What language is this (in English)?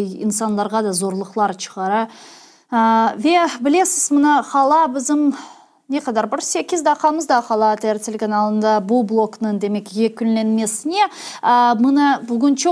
Crimean Tatar